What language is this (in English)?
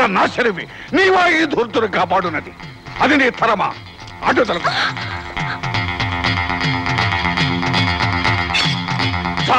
Telugu